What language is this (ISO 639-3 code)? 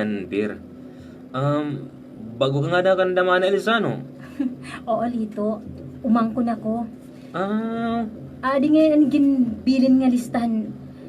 war